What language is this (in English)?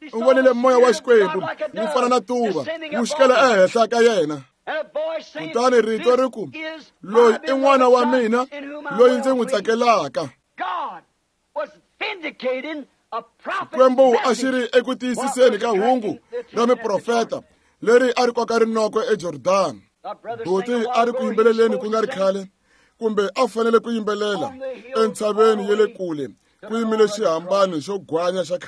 Tsonga